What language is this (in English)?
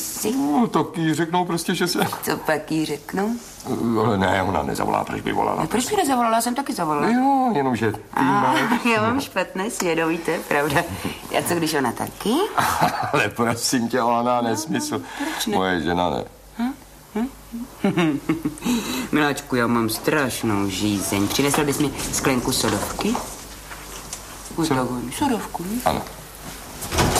Czech